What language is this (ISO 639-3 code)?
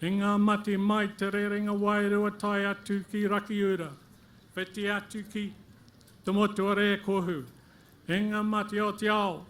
mri